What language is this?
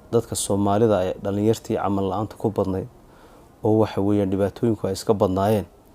Somali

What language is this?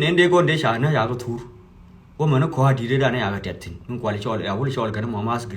Nuer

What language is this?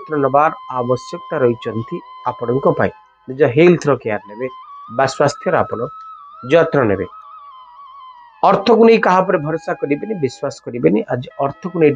Odia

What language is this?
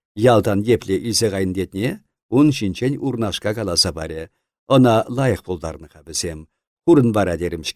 Chuvash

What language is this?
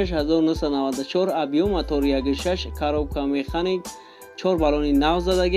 Tajik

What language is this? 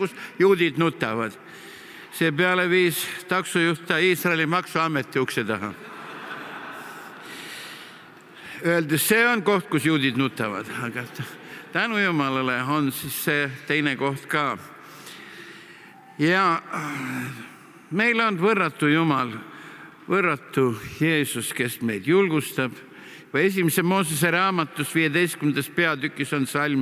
Estonian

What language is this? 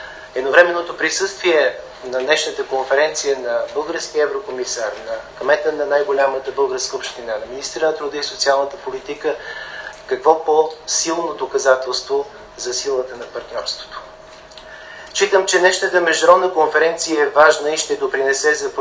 Bulgarian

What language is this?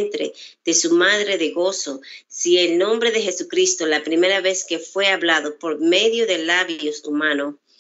Spanish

